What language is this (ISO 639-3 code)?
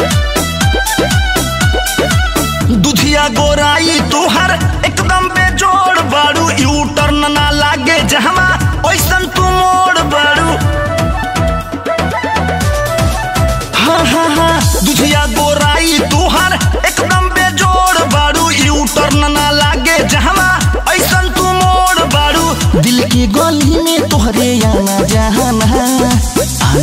bho